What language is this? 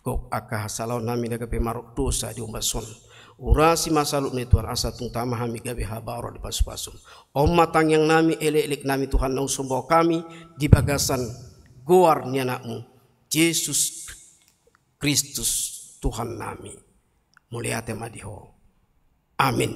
Batak Toba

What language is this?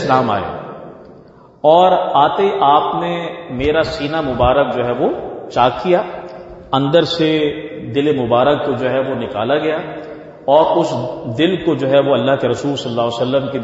Urdu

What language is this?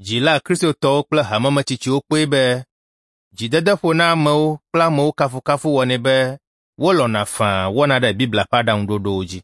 Ewe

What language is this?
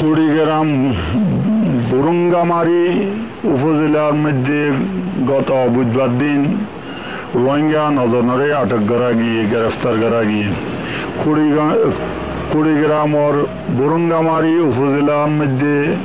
Rohingya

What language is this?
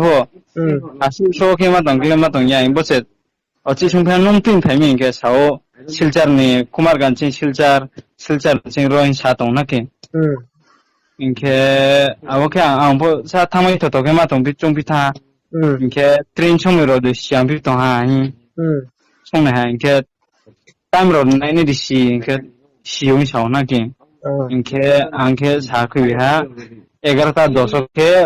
Riang (India)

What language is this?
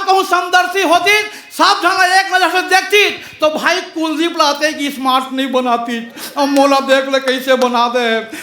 Chhattisgarhi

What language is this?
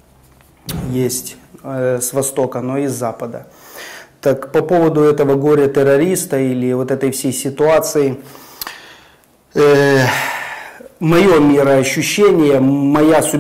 Russian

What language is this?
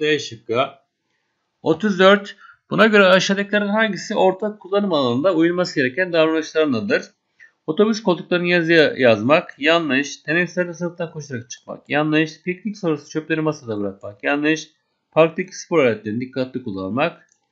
Turkish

